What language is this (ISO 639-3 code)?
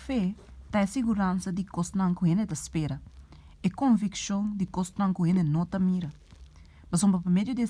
pap